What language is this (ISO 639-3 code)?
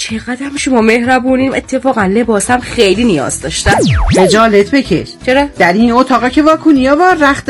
fas